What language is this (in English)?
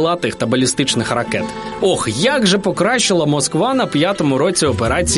Ukrainian